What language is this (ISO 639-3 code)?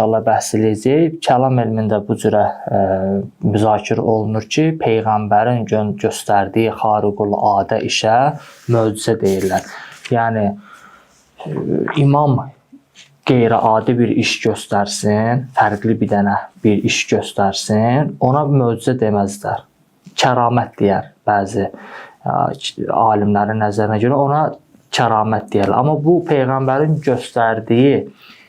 aze